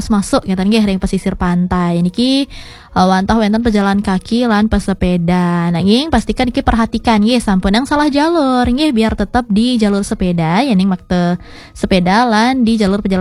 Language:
Balinese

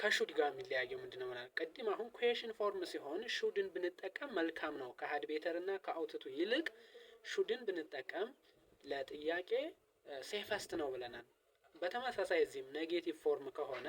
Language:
Amharic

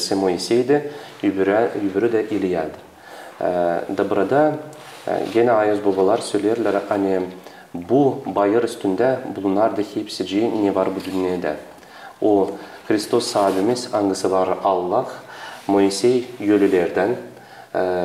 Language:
Gagauz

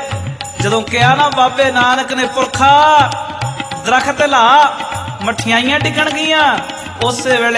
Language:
Punjabi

